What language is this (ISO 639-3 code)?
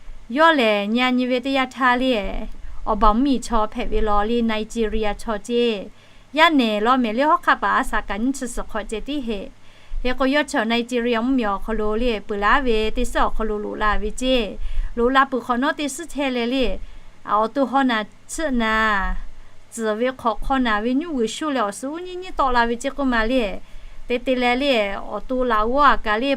lhu